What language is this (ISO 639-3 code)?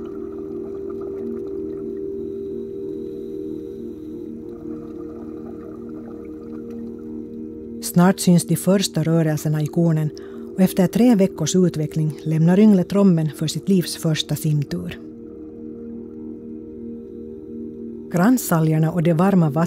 swe